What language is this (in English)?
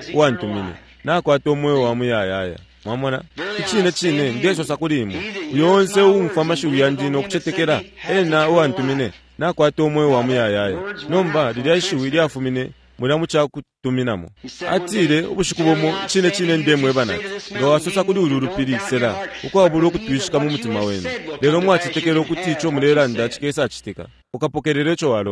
Bemba